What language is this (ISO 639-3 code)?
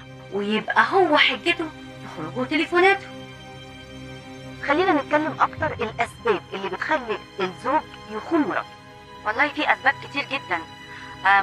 arz